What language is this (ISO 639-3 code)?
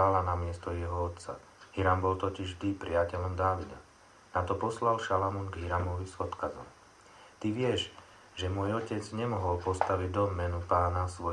slk